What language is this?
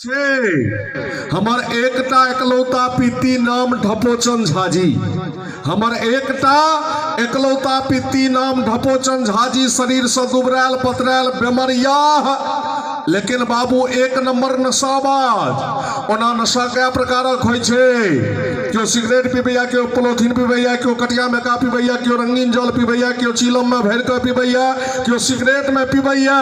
Maithili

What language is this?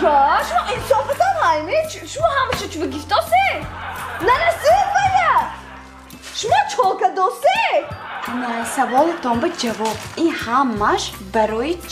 Tajik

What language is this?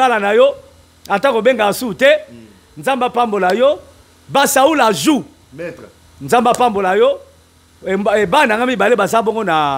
Lingala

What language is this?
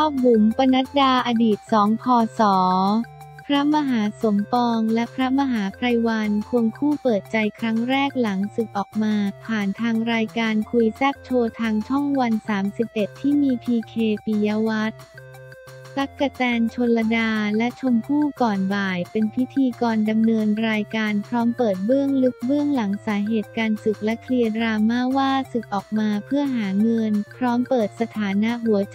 Thai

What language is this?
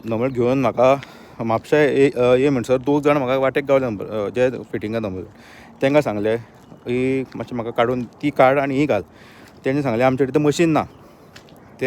Konkani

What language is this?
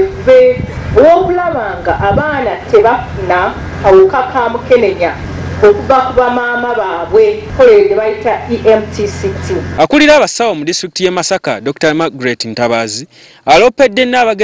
Ganda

